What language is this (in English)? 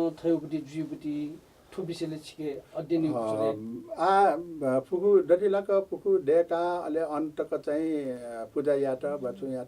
Newari